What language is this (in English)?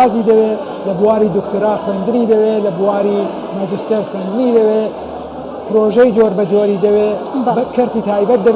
Central Kurdish